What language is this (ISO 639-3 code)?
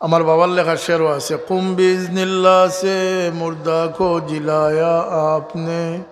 syl